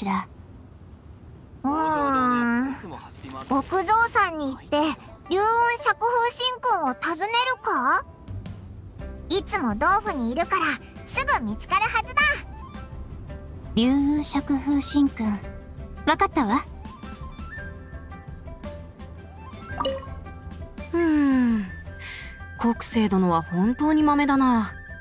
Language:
Japanese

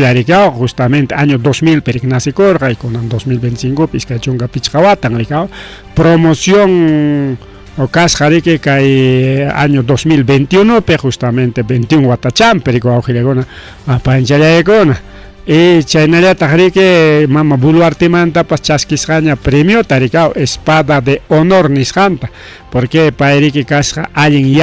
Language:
Ayacucho Quechua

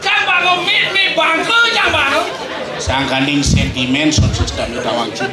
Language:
Balinese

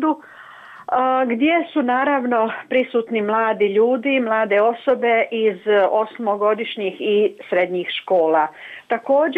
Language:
Serbian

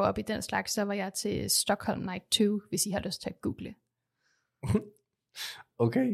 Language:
Danish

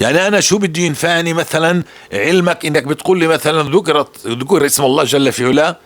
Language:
North Levantine Arabic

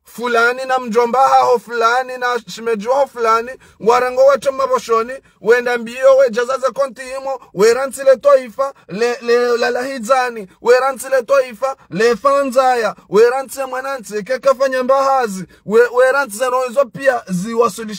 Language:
Ngazidja Comorian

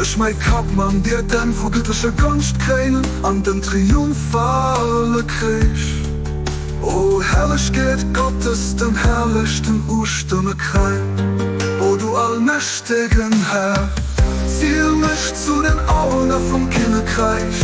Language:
Luxembourgish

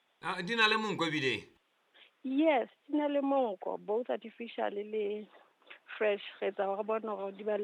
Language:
Southern Sotho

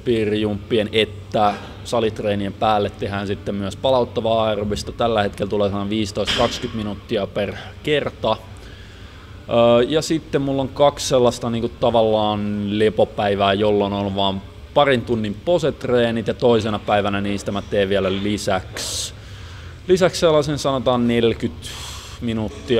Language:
Finnish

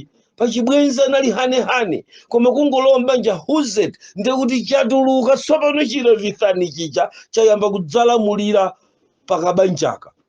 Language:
Nyanja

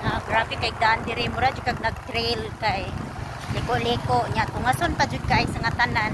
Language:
Cebuano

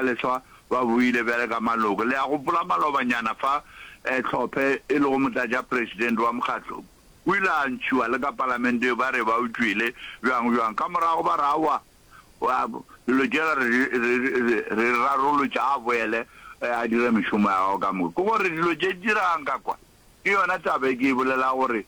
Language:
Northern Sotho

